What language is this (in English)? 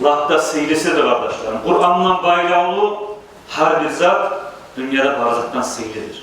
Kumyk